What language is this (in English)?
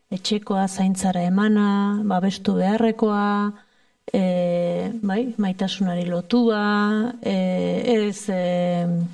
Basque